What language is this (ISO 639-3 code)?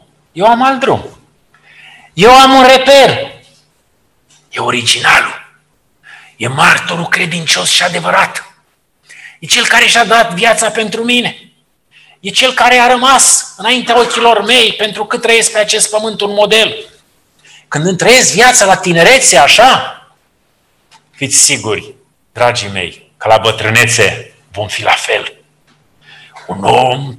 ron